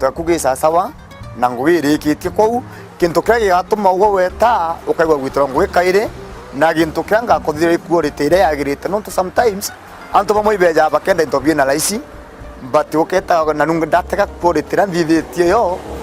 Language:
Meru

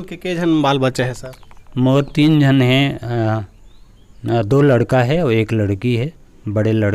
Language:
Chhattisgarhi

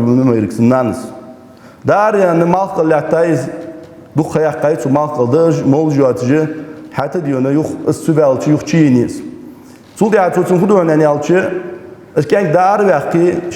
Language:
Ingush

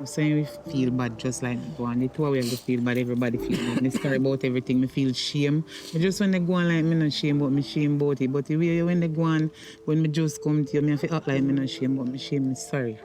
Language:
Jamaican Creole English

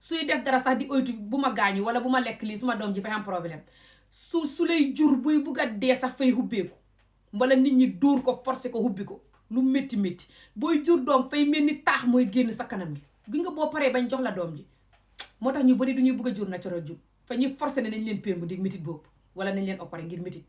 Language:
Wolof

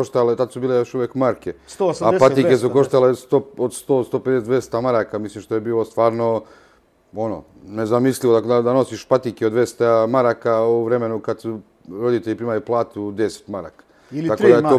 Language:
Serbian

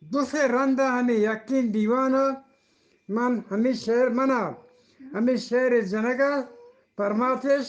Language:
Eastern Balochi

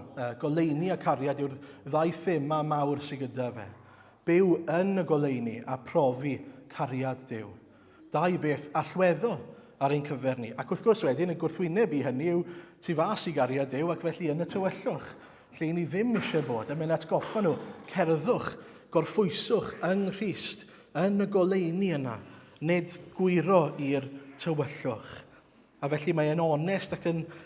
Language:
Welsh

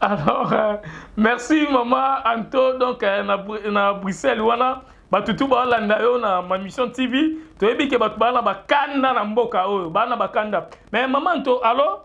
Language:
Lingala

